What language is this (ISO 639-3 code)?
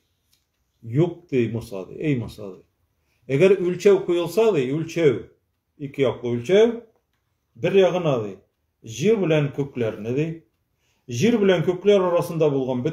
tat